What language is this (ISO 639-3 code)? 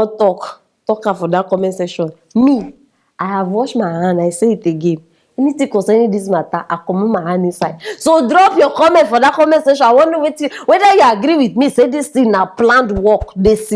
pcm